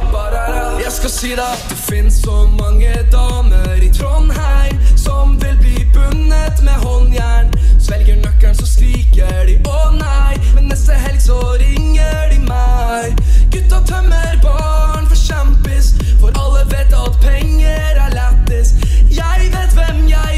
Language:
Norwegian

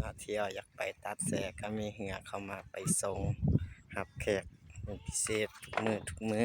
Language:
Lao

